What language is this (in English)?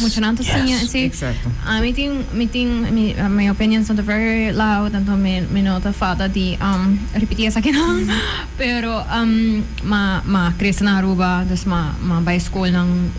Papiamento